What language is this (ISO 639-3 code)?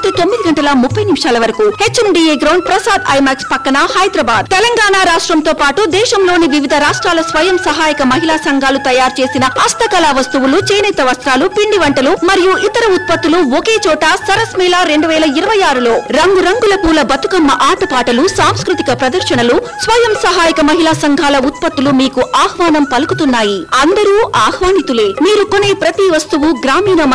tel